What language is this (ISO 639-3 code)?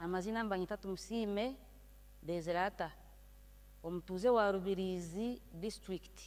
nyn